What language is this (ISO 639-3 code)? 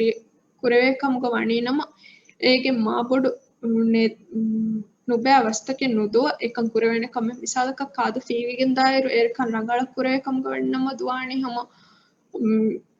div